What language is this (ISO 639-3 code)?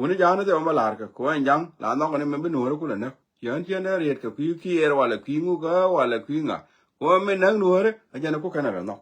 nus